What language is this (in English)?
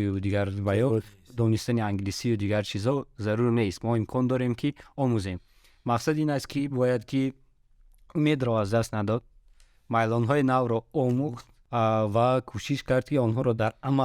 Tajik